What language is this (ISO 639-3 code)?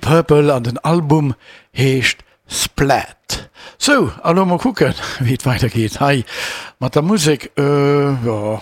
ltz